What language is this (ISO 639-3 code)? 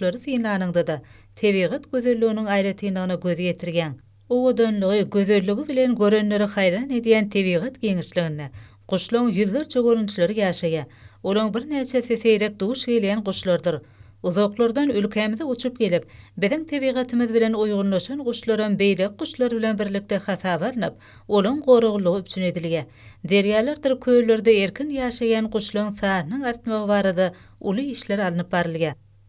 tuk